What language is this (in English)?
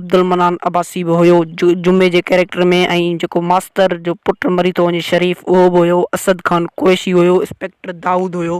Sindhi